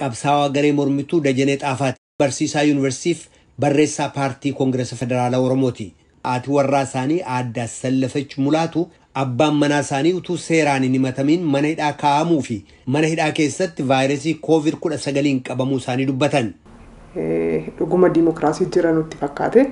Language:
Oromo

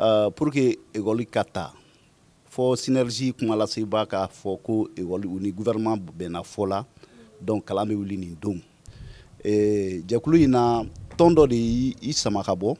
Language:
Bambara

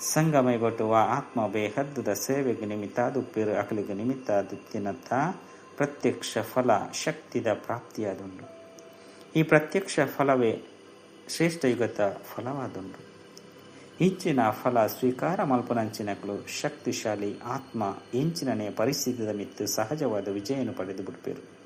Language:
Tulu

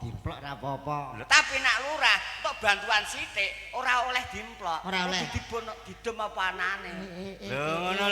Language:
Javanese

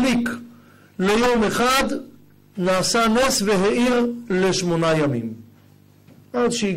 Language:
Hebrew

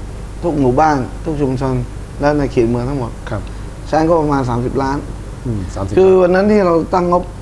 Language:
Thai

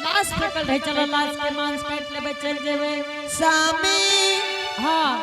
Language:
Angika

